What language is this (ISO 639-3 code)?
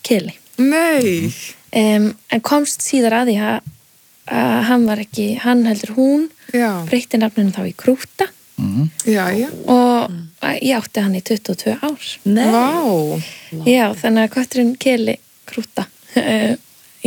isl